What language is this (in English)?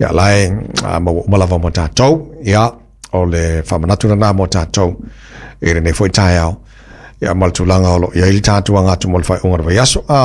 Samoan